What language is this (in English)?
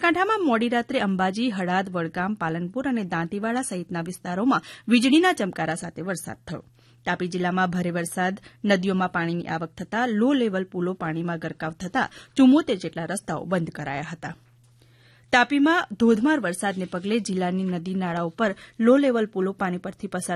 Gujarati